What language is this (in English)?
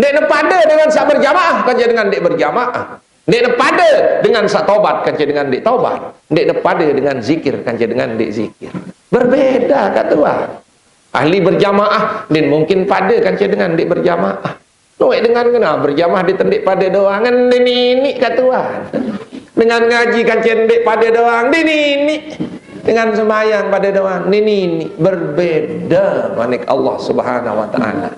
Sasak